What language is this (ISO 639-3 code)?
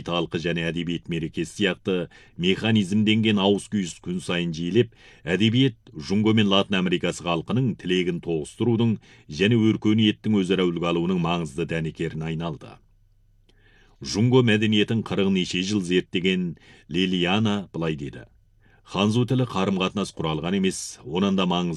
kaz